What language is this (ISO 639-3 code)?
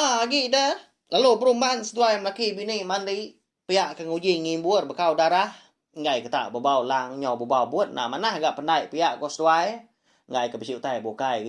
iba